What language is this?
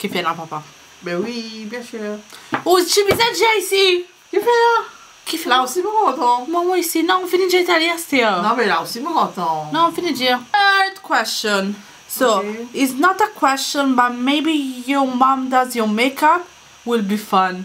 Morisyen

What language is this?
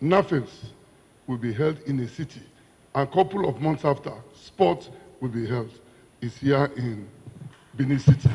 Nigerian Pidgin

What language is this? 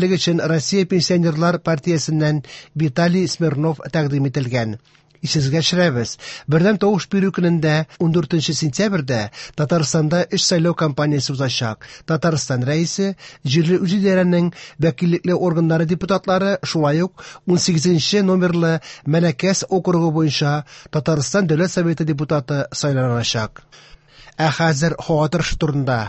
Tatar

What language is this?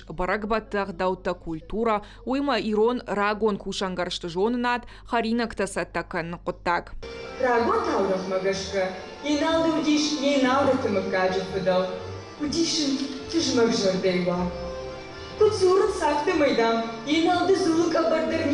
Ossetic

